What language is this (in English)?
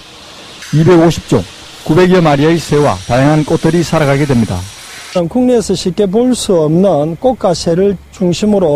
Korean